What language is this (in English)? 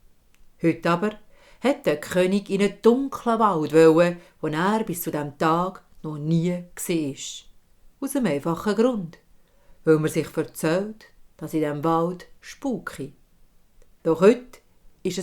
Swiss German